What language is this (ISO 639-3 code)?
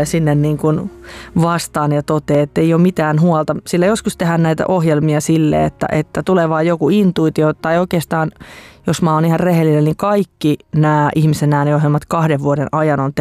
fin